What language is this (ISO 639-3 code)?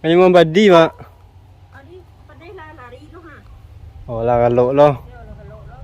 min